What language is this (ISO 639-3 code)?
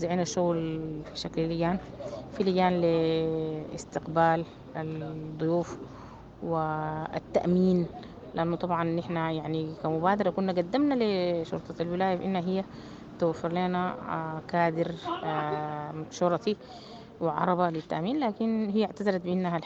apd